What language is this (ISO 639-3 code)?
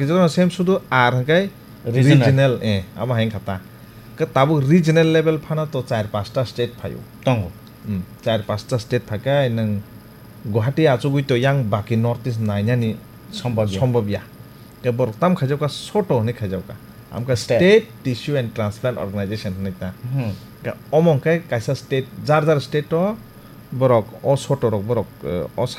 trp